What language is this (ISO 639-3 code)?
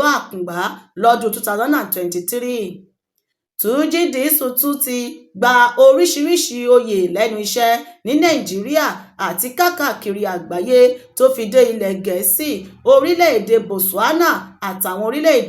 yor